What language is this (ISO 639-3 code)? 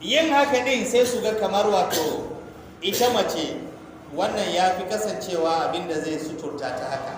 hau